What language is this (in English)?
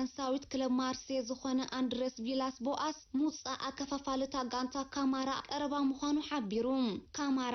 Tigrinya